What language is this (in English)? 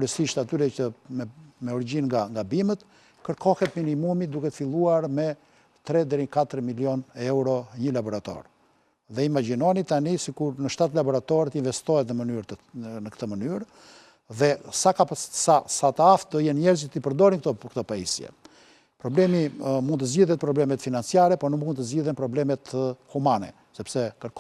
Albanian